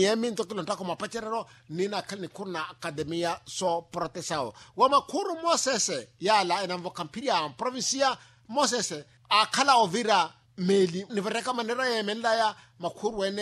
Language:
Makhuwa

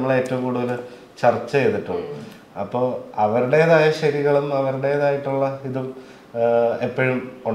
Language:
Malayalam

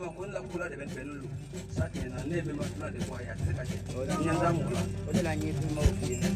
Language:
Bambara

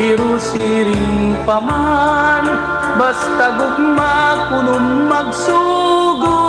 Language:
Waray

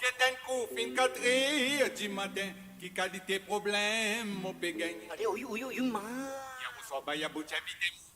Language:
Morisyen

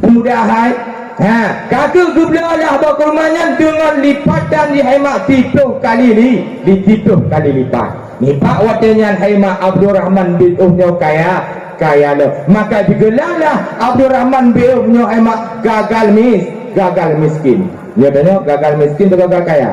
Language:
Achinese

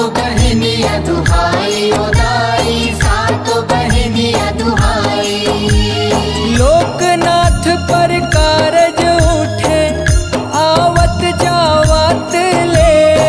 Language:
Chhattisgarhi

